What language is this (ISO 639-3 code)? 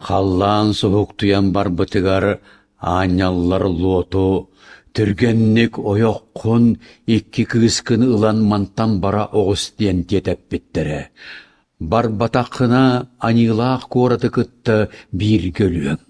sah